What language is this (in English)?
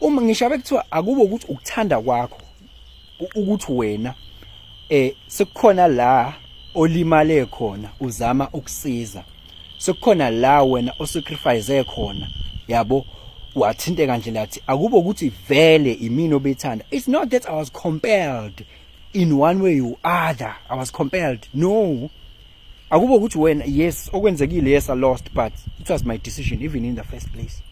Zulu